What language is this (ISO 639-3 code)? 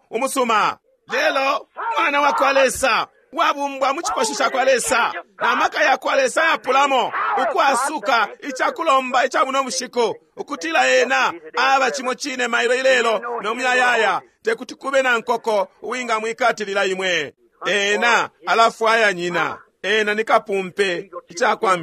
bem